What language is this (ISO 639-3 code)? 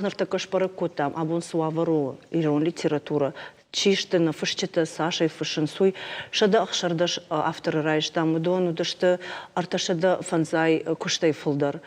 oss